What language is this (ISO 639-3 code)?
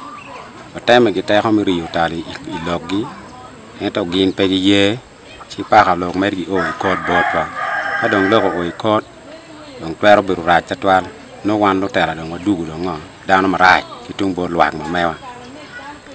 ach